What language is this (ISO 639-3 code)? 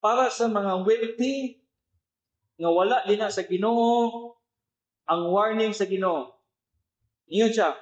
ceb